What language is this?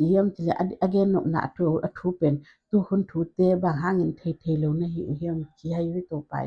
Tedim Chin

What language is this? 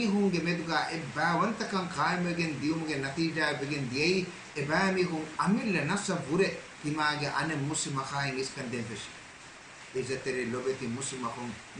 Divehi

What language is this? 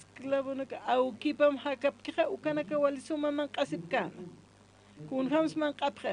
Aymara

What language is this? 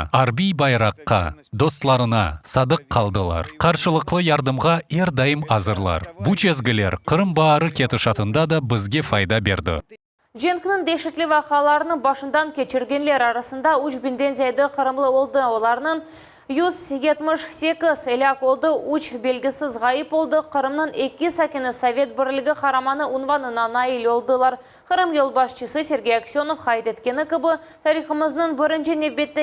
Crimean Tatar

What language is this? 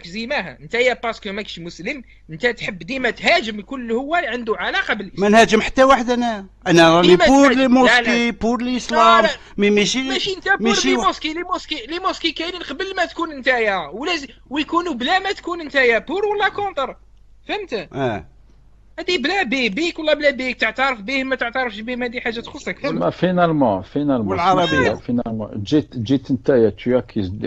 Algerian Arabic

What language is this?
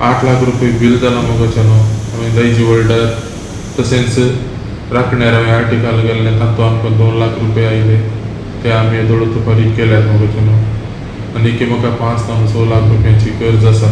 Konkani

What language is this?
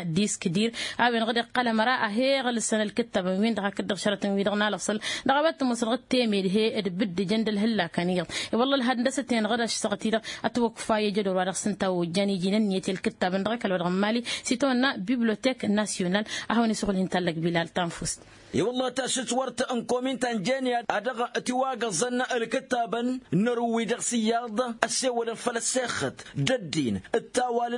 Tamasheq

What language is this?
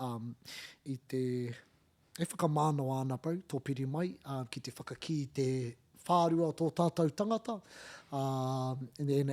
Māori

